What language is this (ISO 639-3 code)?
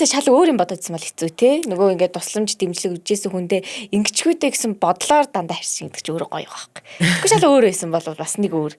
mon